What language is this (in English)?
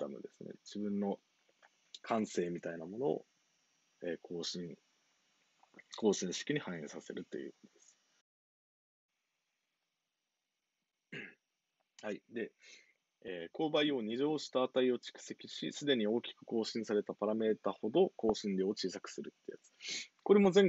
Japanese